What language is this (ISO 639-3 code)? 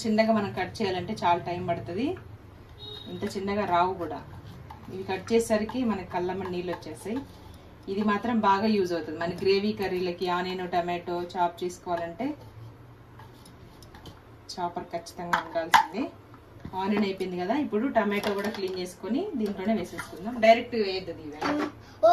tel